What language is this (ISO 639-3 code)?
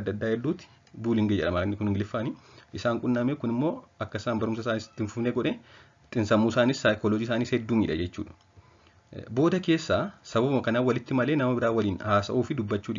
orm